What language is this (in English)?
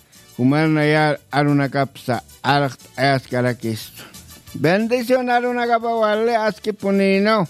Aymara